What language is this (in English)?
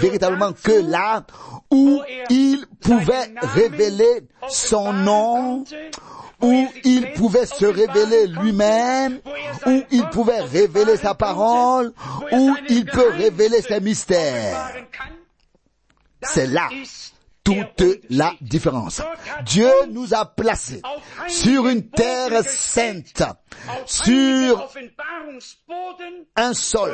French